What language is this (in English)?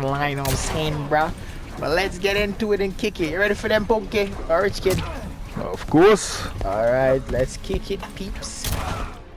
Jamaican Creole English